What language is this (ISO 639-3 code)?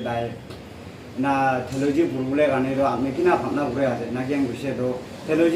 nag